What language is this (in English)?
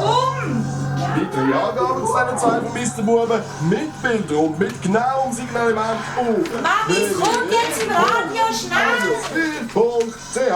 Swiss German